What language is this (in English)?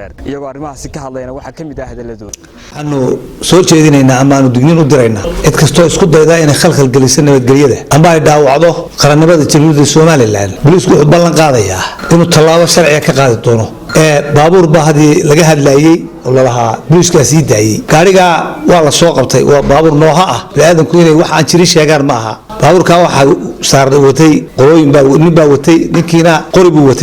Somali